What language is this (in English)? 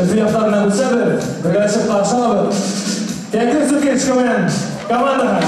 Bashkir